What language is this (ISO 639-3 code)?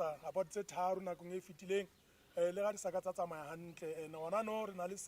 sot